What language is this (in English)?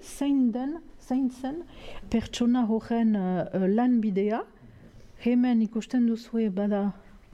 Basque